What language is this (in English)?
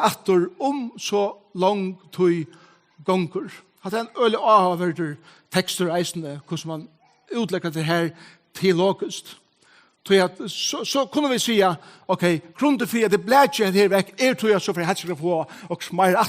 Faroese